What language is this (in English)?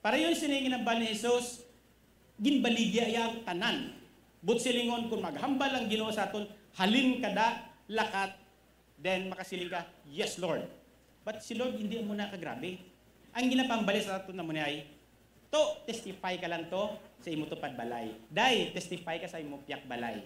Hiligaynon